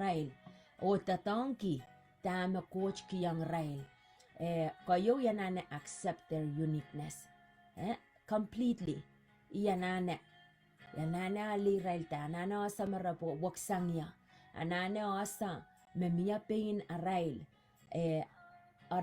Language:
Pohnpeian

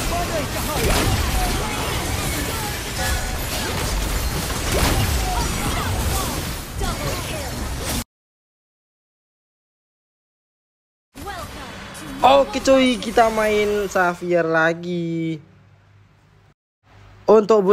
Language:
Indonesian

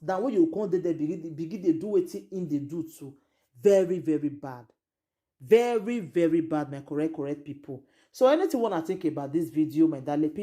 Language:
Nigerian Pidgin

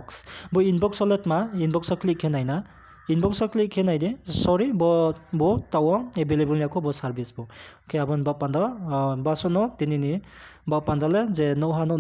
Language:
Riang (India)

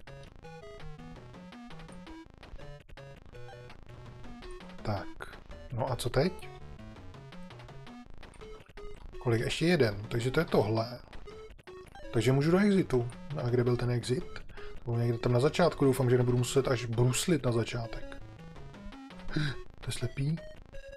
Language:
Czech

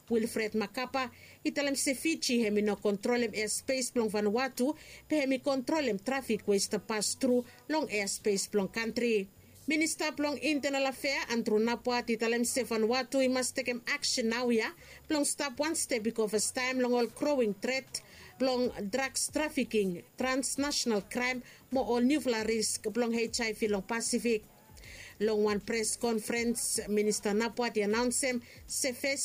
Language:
Bislama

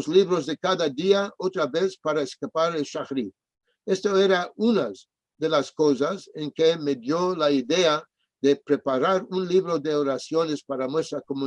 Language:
Ladino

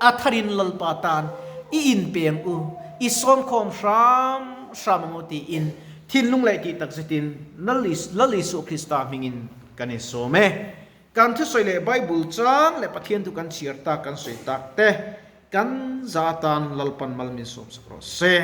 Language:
Mizo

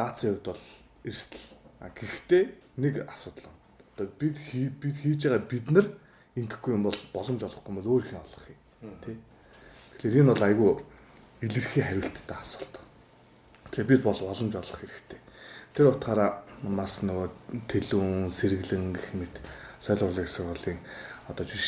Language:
Mongolian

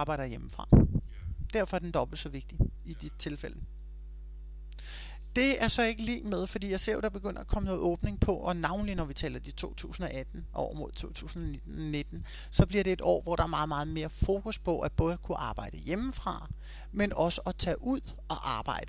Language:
Danish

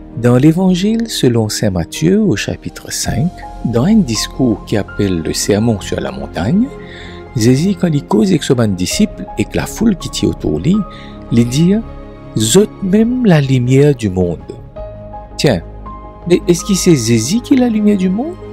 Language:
Morisyen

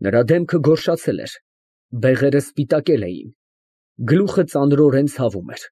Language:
Armenian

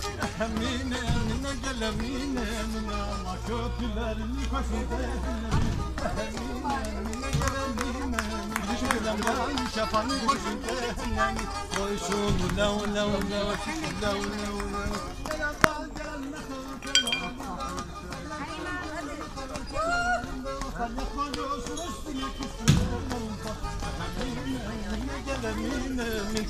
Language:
Turkish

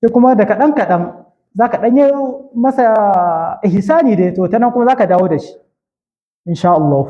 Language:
Hausa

